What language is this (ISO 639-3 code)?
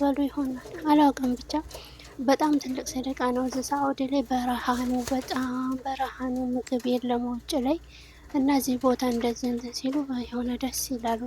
amh